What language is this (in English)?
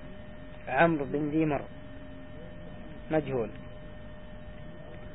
Arabic